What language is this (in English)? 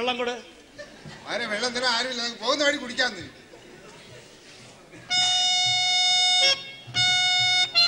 Malayalam